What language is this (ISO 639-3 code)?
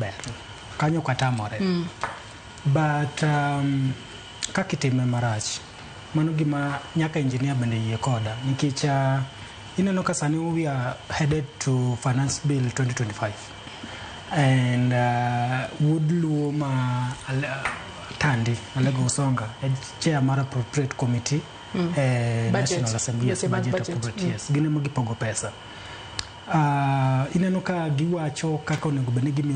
luo